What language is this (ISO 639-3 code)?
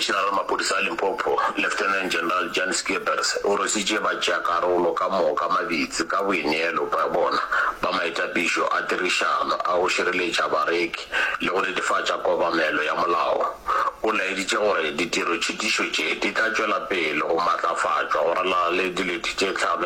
nso